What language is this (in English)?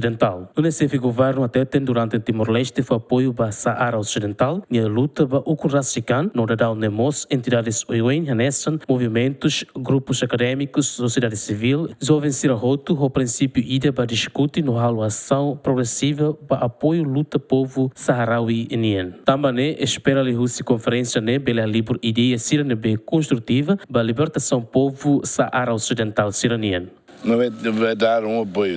Tetum